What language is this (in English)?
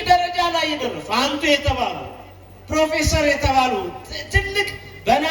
Amharic